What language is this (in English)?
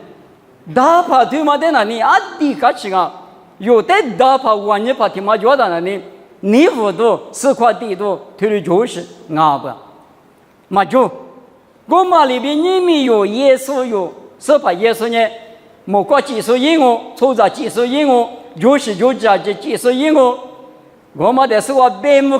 Lisu